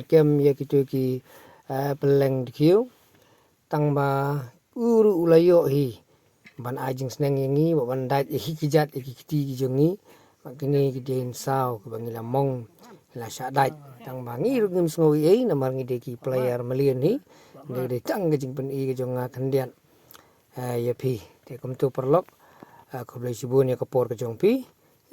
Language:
Khasi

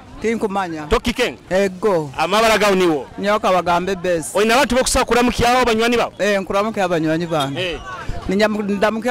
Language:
Nyoro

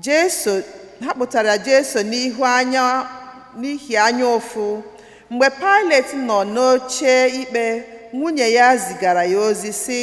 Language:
Igbo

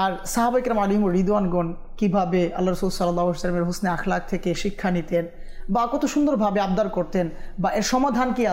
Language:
Bangla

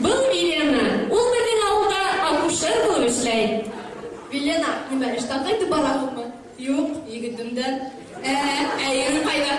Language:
Bashkir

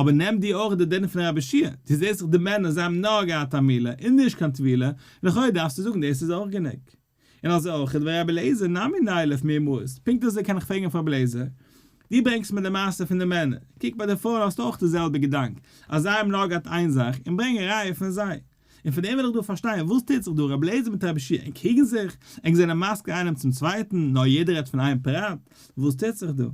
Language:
Yiddish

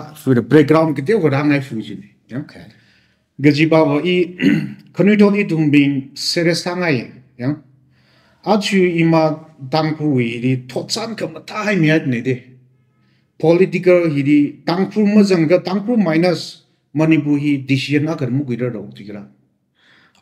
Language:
Tangkhul Naga (India)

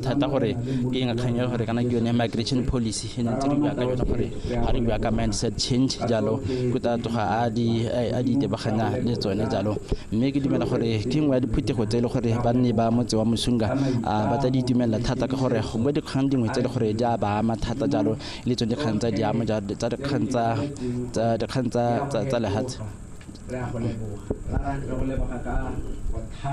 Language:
Tswana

